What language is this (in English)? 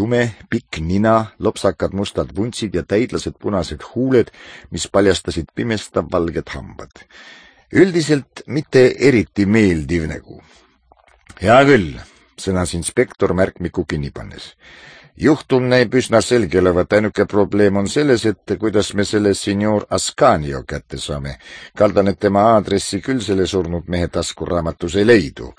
Estonian